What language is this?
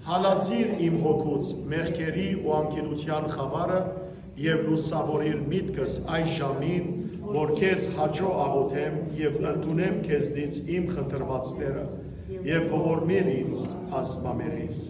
Western Armenian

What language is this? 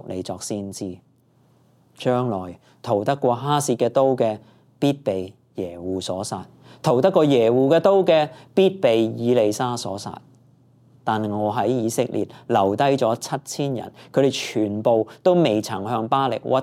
Cantonese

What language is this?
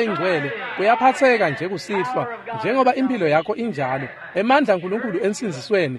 Swati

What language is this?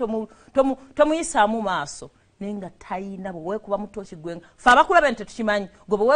Ganda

